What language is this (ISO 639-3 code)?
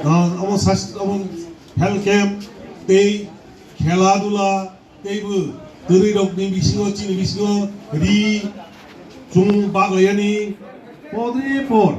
trp